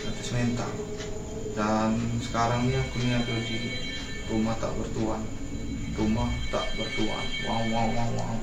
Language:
Musi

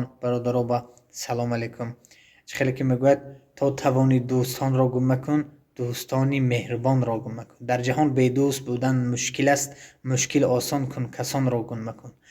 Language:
Tajik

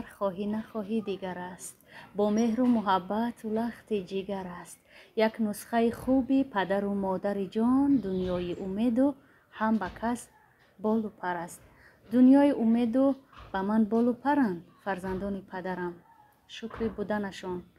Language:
Tajik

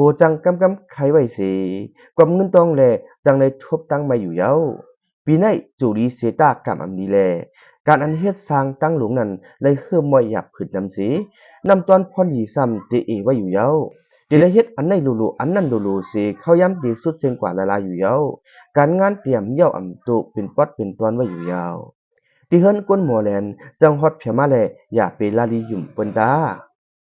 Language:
Shan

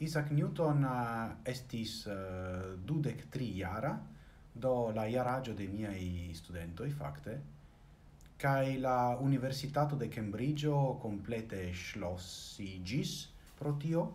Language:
Esperanto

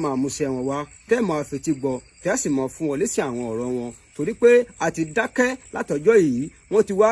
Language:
Yoruba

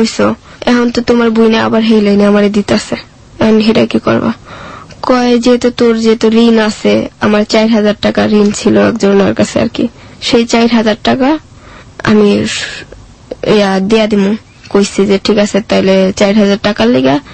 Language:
Bangla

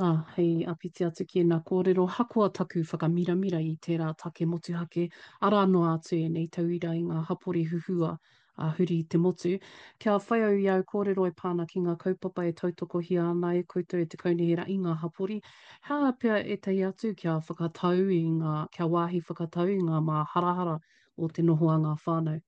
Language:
Māori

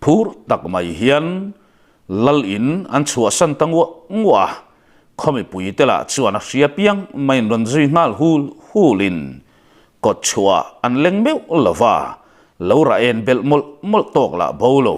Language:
Mizo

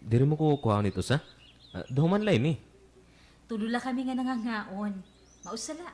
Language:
Waray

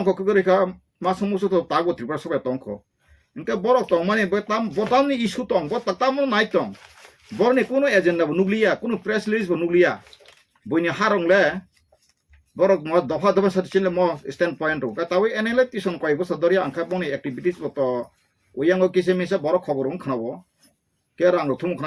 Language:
Kok Borok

